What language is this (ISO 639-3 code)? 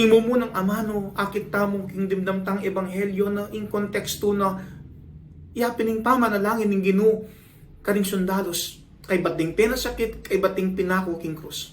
pam